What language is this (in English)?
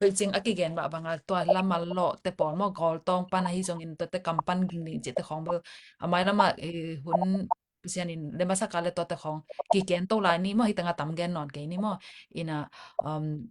Tedim Chin